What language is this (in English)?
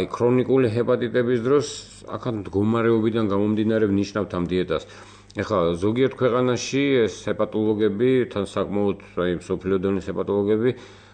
Georgian